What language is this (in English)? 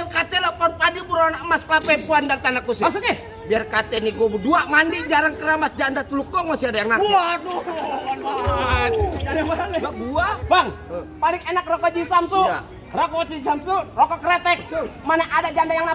Betawi